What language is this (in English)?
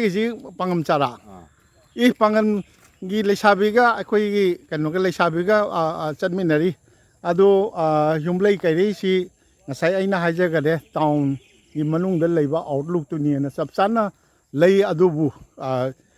Manipuri